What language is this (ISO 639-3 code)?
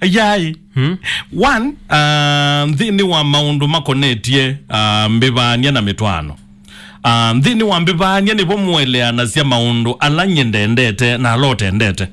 kam